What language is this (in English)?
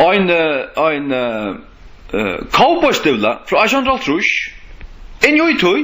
Faroese